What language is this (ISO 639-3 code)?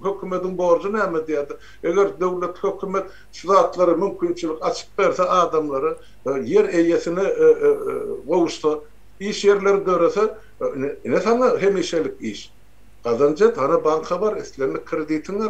tuk